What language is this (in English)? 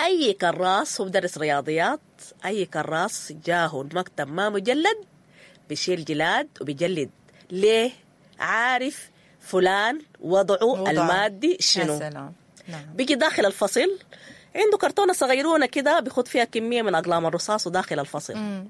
Sudanese Arabic